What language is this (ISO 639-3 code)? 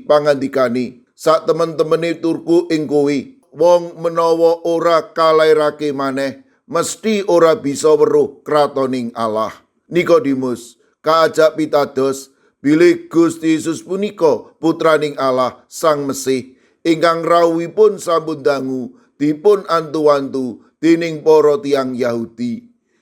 jav